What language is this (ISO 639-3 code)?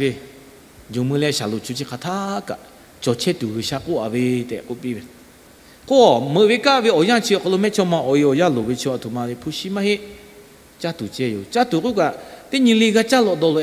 lhu